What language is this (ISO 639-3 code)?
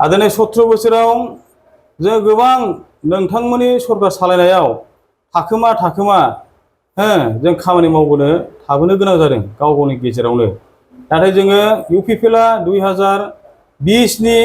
brx